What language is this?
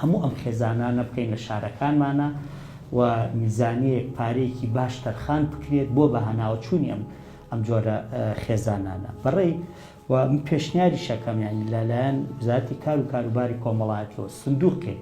Central Kurdish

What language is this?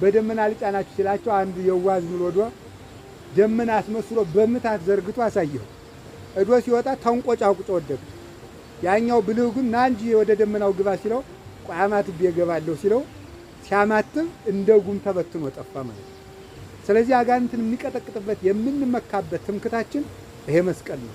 Amharic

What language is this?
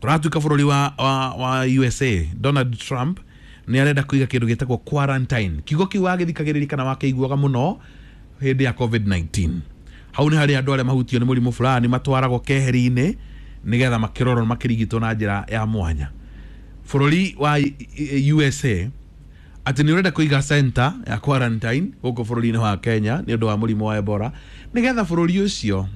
Kikuyu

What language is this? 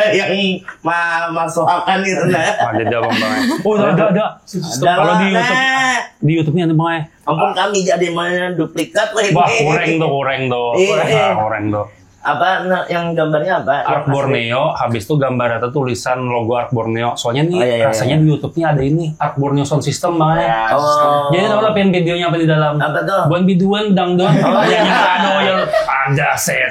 Banjar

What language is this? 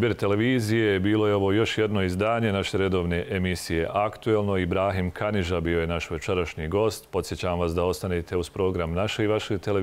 Bosnian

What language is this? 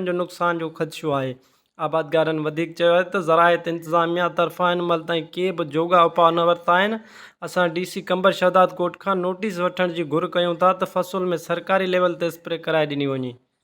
Sindhi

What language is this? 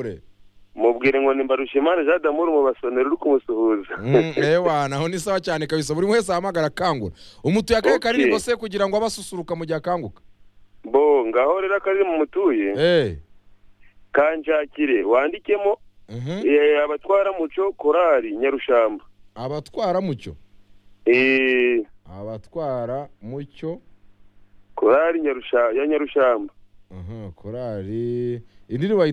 Kinyarwanda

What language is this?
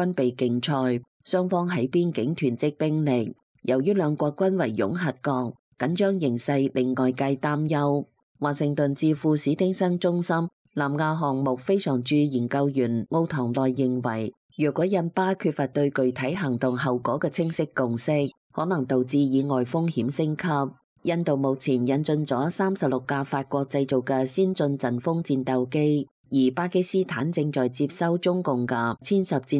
Cantonese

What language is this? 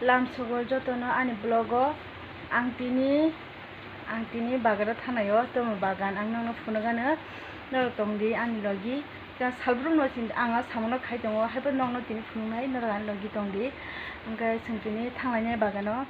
Kok Borok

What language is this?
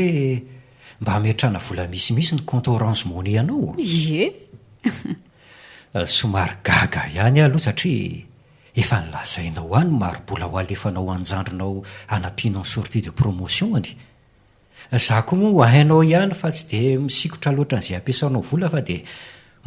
Malagasy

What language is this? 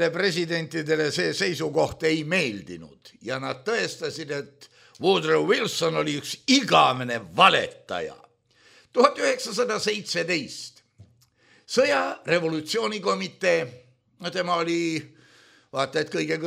Estonian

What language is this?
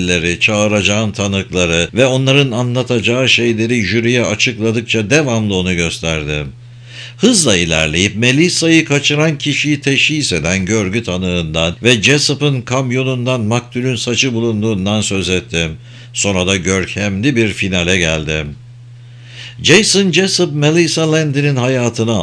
Turkish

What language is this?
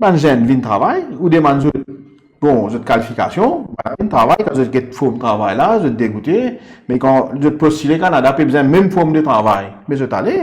Morisyen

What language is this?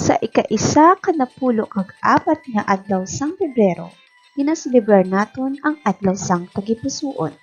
Hiligaynon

